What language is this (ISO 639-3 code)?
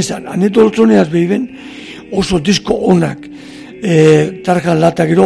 eus